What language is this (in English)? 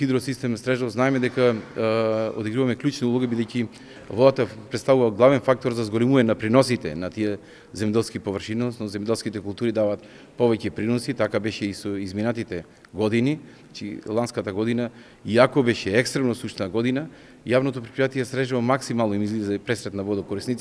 Macedonian